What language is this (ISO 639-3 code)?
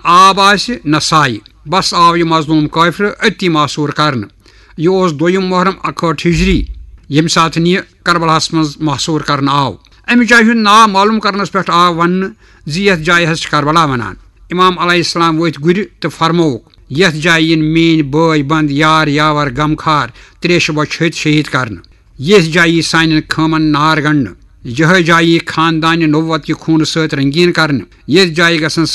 kas